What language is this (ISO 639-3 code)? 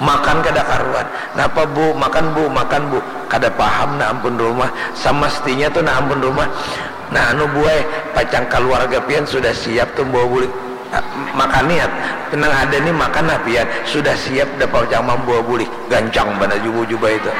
bjn